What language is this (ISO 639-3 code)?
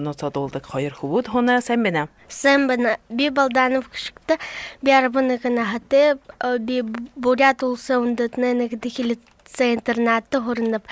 bua